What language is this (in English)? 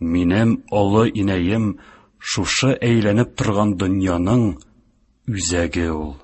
Tatar